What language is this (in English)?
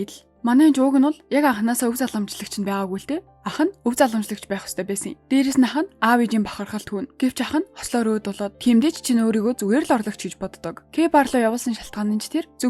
Mongolian